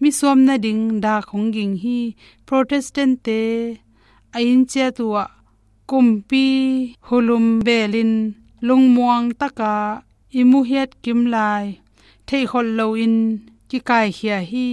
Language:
Tedim Chin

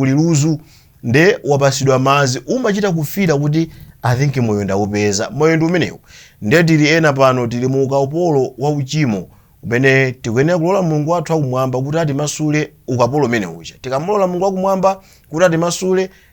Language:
Nyanja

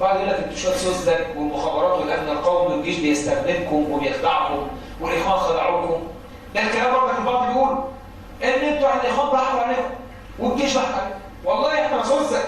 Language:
Egyptian Arabic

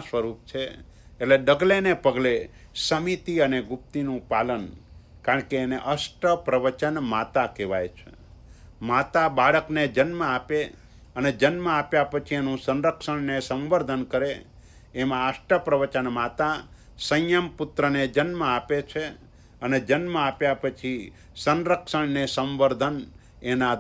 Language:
Gujarati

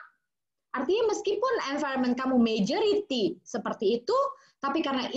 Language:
Indonesian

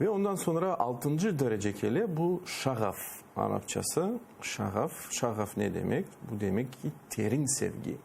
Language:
Crimean Tatar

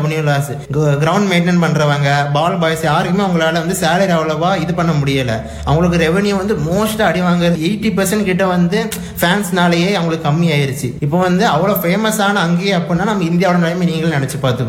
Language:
Tamil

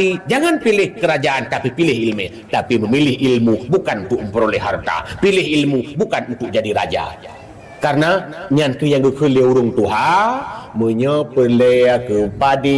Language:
Achinese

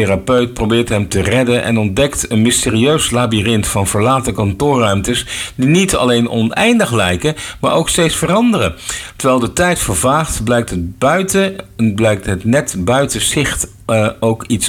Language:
Dutch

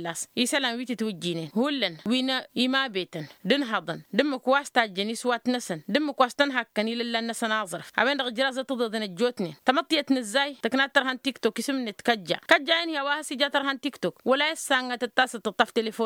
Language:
Tamasheq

